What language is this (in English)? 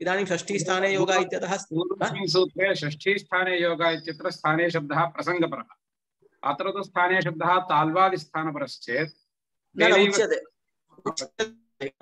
Sanskrit